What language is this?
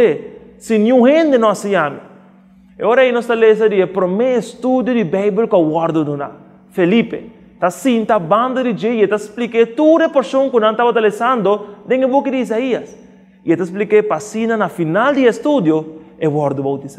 Papiamento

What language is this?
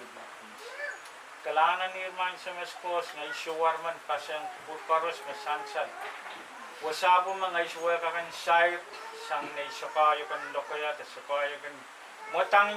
Pohnpeian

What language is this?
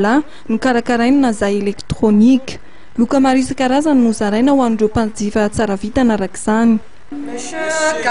Malagasy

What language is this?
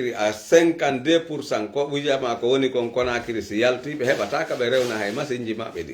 Pular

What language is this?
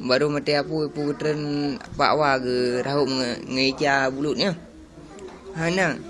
Achinese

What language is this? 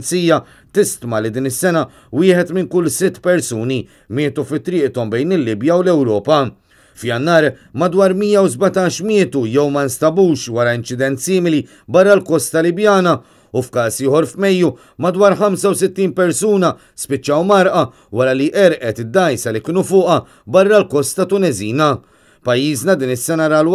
Maltese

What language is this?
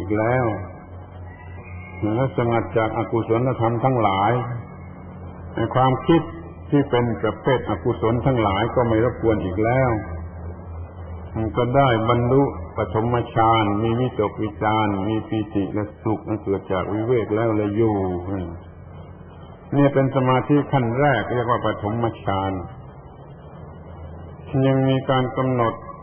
Thai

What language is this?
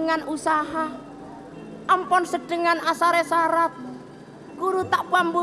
Madurese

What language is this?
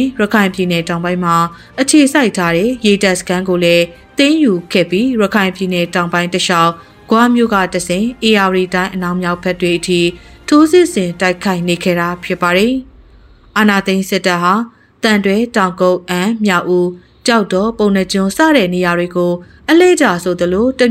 Burmese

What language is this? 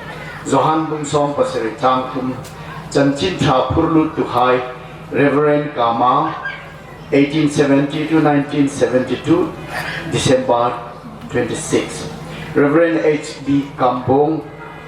Hmar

